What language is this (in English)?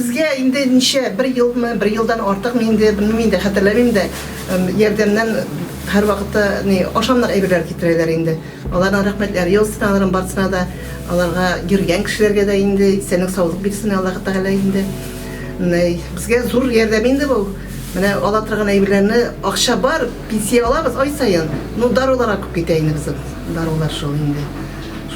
Tatar